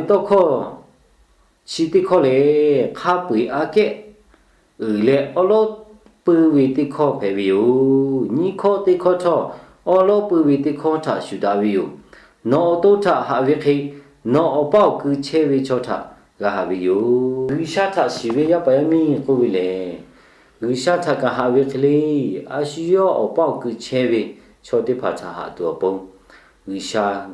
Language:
Lahu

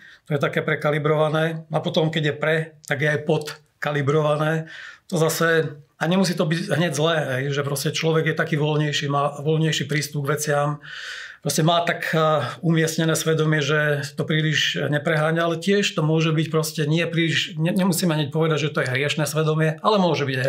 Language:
Slovak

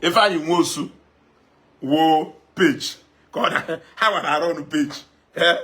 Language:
Igbo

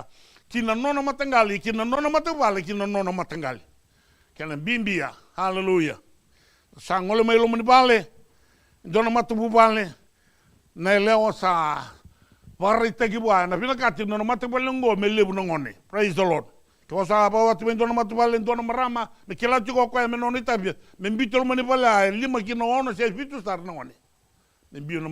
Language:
Fijian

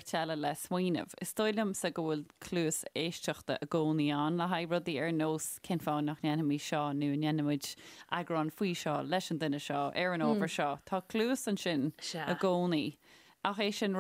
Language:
Irish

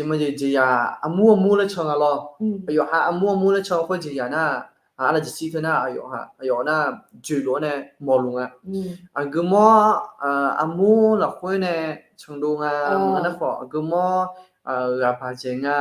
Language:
Akha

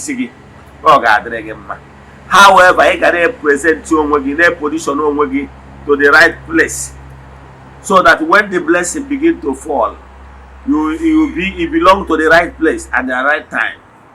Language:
Igbo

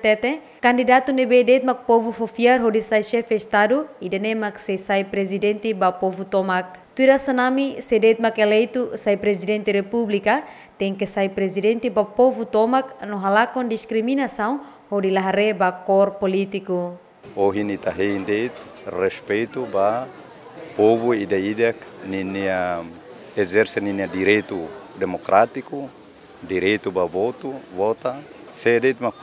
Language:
Tetum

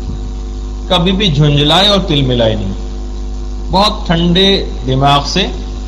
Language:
Urdu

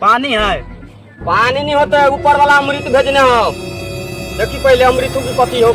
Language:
Maithili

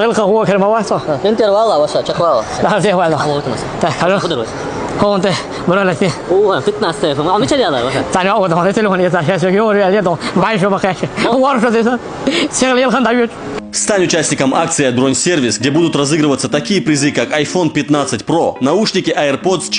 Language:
Chechen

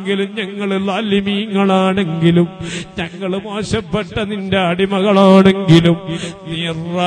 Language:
Malayalam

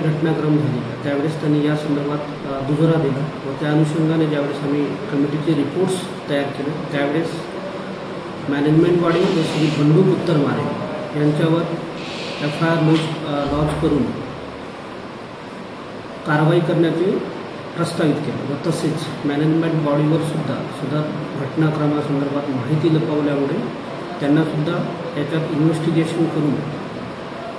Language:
Marathi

